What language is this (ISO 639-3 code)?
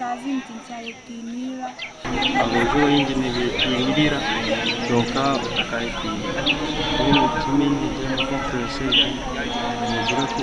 nyn